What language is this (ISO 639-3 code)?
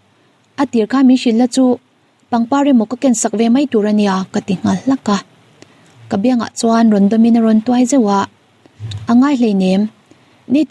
lus